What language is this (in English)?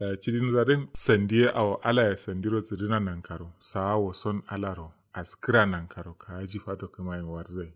Kanuri